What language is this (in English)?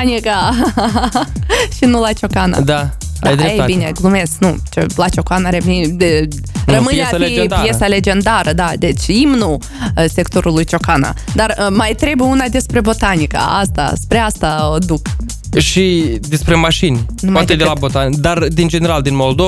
Romanian